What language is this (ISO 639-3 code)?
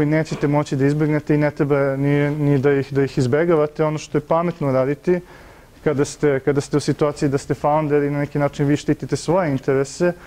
srp